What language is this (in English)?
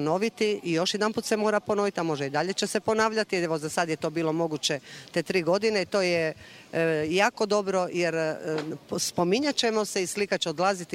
Croatian